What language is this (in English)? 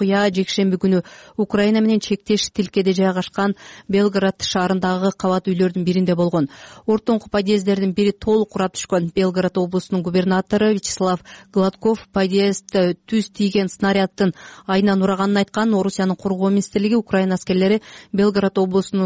Kyrgyz